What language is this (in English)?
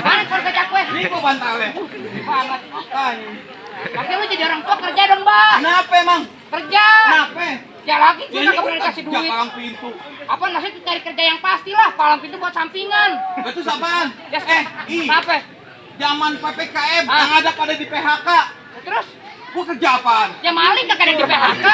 Betawi